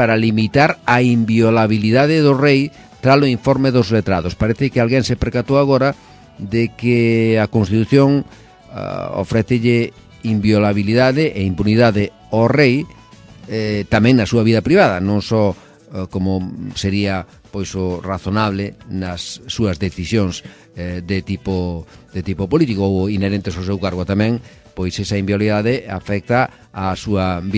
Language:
Galician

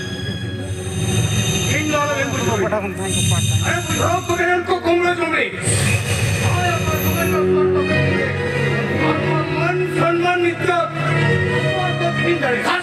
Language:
Santali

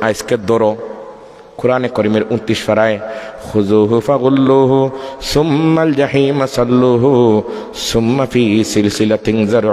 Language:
Sylheti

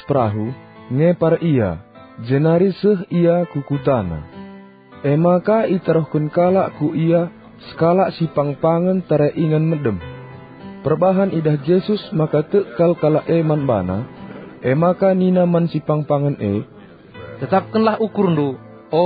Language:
Batak Karo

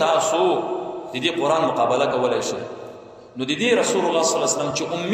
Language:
Pashto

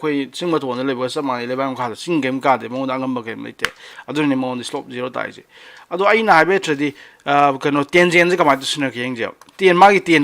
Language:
Manipuri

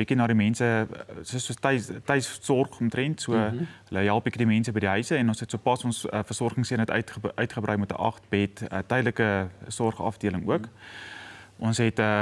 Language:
Afrikaans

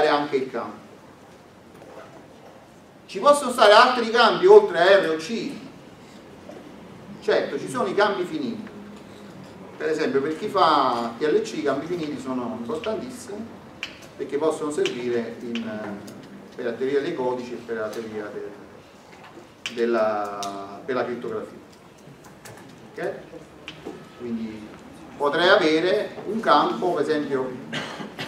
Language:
Italian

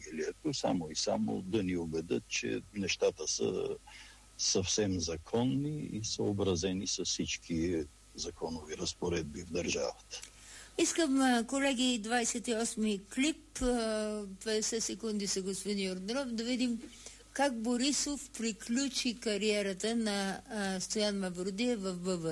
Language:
Bulgarian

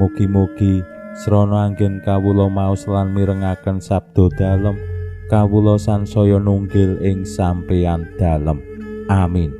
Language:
Javanese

